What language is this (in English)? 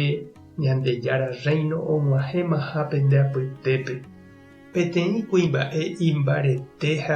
Guarani